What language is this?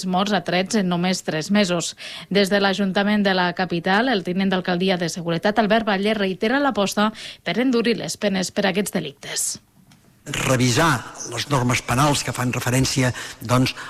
Catalan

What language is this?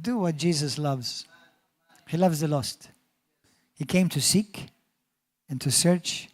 English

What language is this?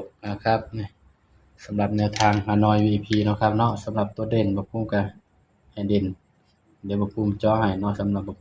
Northeastern Thai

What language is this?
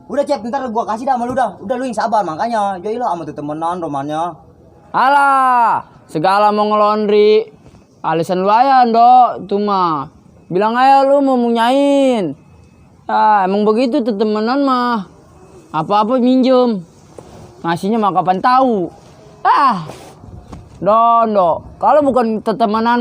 Betawi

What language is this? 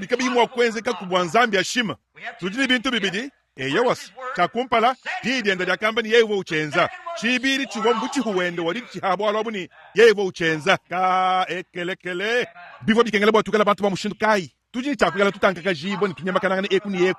Luba-Lulua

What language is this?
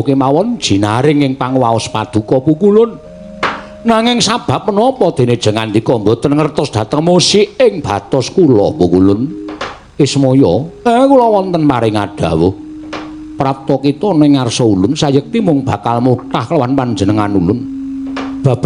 Javanese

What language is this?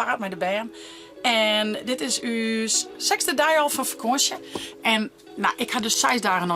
Western Frisian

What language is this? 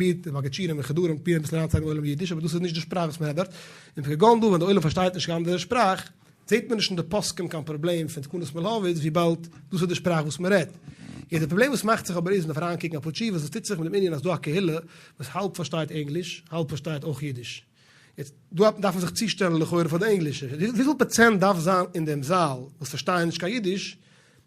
Yiddish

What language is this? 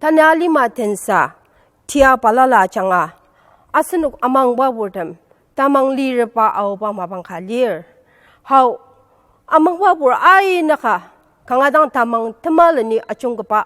Ao Naga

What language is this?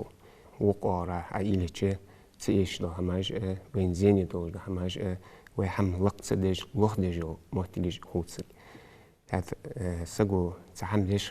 Ingush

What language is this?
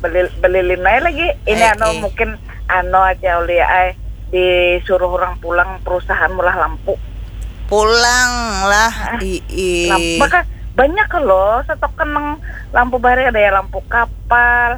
Banjar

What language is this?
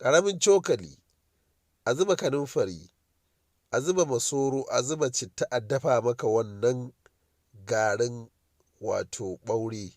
Hausa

